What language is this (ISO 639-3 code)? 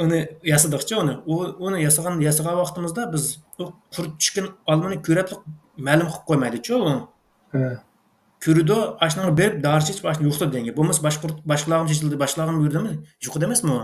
uig